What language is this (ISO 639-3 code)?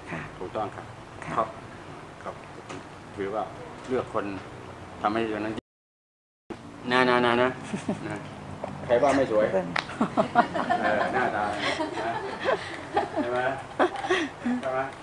tha